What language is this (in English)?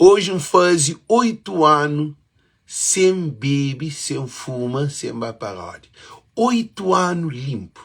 Kabuverdianu